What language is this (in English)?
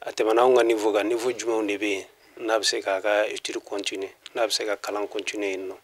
Bambara